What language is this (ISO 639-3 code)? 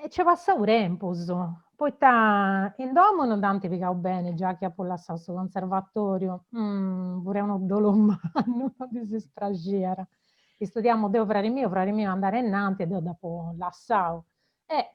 srd